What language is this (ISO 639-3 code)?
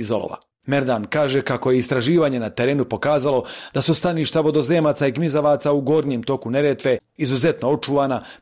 bos